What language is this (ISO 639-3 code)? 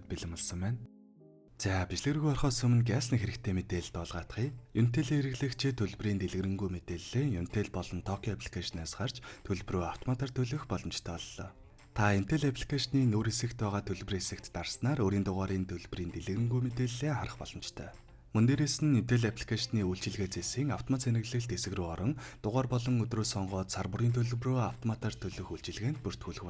mon